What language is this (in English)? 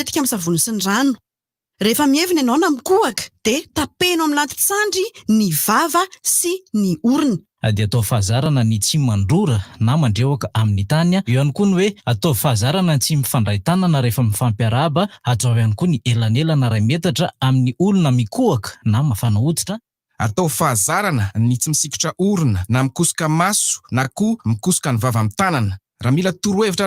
Malagasy